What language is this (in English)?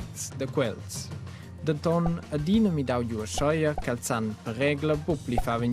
Romansh